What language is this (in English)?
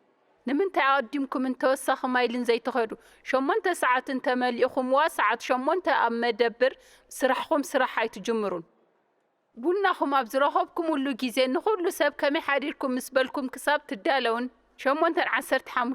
Tigrinya